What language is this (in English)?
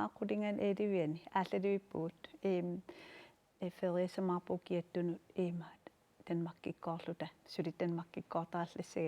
Kalaallisut